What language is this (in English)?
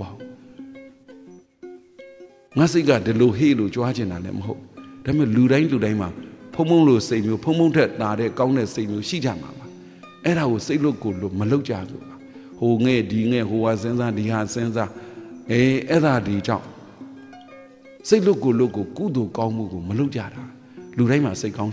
Burmese